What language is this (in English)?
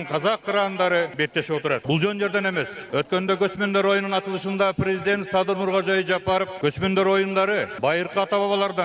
Kyrgyz